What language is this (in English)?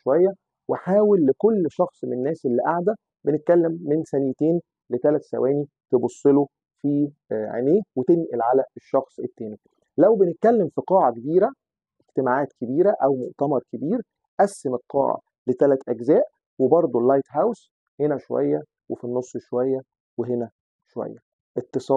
Egyptian Arabic